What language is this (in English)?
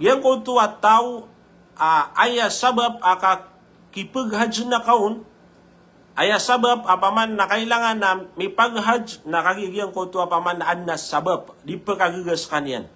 Maranao